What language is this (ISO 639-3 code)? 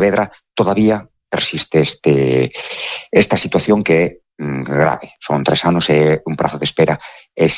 glg